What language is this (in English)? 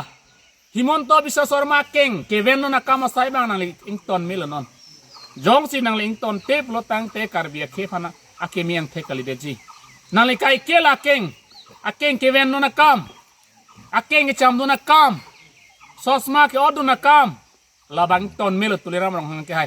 Karbi